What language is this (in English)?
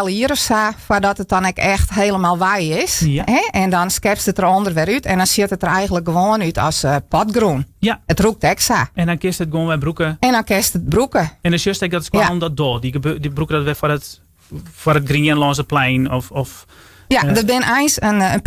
Western Frisian